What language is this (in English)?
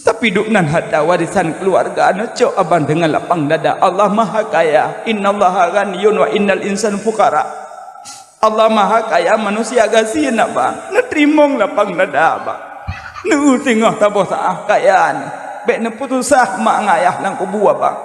Achinese